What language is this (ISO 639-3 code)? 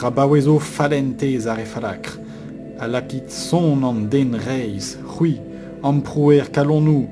bre